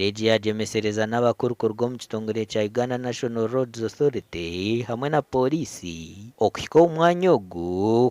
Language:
Nyankole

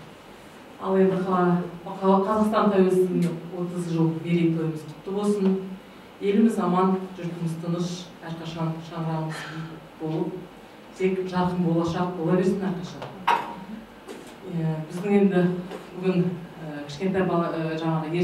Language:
Kazakh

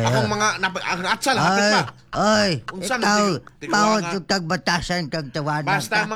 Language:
Cebuano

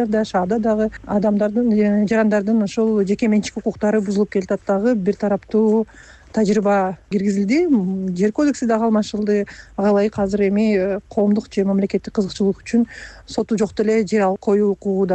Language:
Kyrgyz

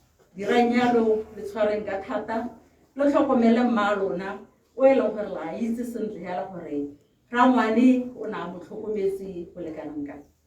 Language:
Tswana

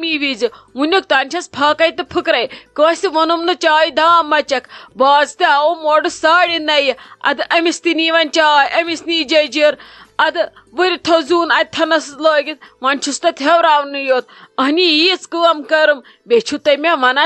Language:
Kashmiri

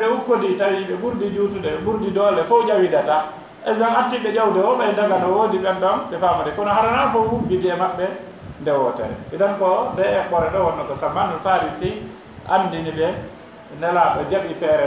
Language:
Fula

